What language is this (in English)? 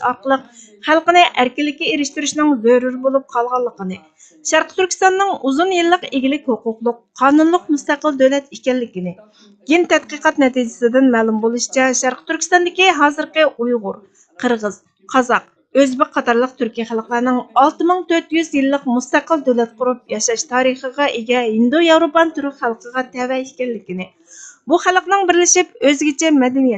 Uyghur